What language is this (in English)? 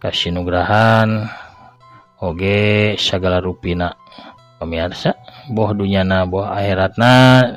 Sundanese